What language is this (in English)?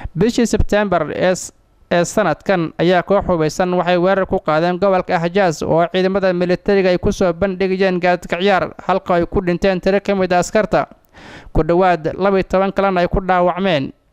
Somali